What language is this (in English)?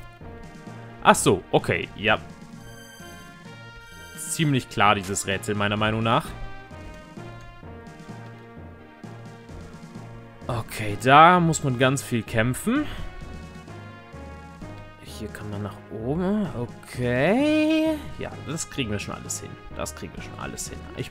German